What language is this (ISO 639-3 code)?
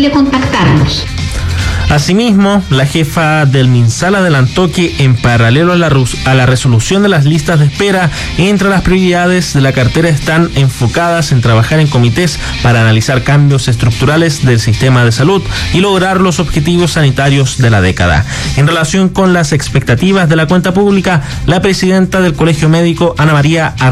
spa